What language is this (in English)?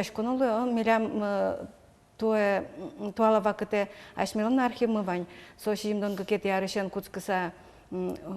Udmurt